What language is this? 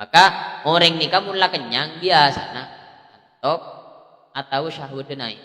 Madurese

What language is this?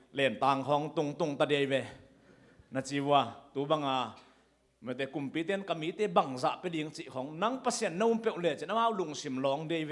Tedim Chin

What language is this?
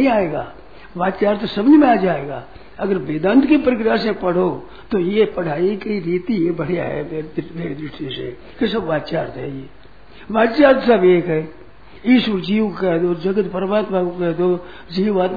Hindi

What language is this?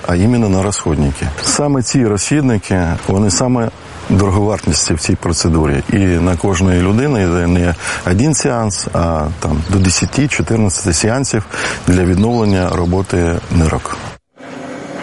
Ukrainian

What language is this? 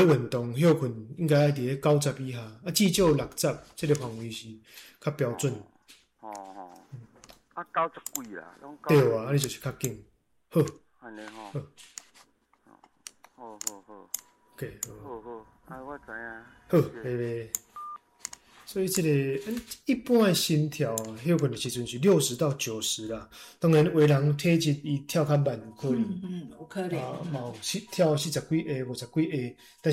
Min Nan Chinese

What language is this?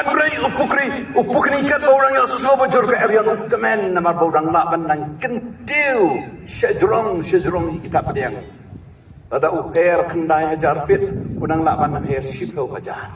Khasi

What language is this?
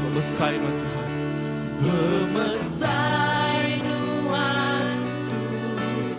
Iban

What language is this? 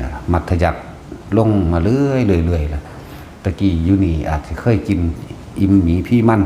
Northeastern Thai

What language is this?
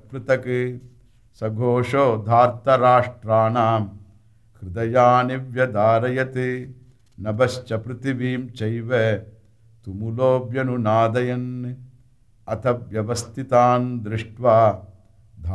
Sanskrit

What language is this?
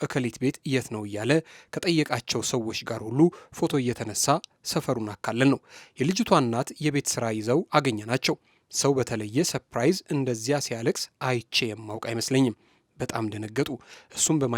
Amharic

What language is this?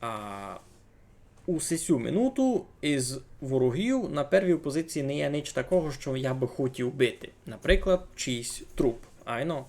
Rusyn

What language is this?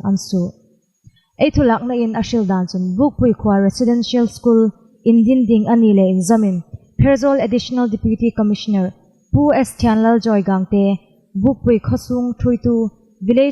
Hmar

